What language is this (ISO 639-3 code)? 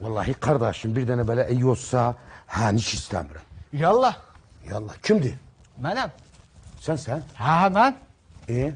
azb